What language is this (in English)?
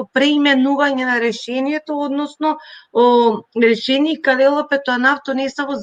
Balkan Romani